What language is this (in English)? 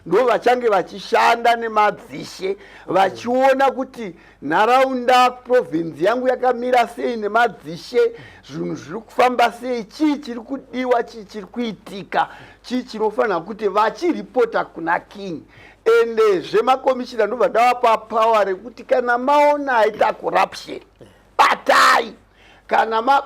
Shona